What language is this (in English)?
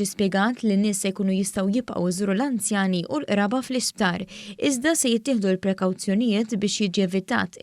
Maltese